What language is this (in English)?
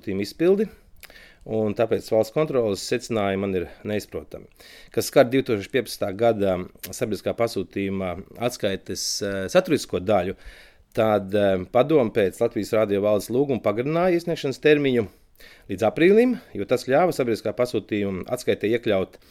Latvian